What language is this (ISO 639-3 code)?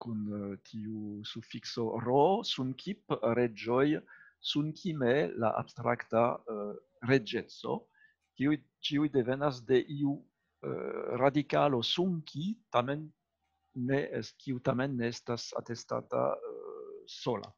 epo